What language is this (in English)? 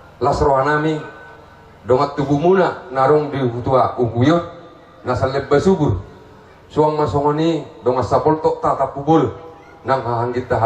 Batak Toba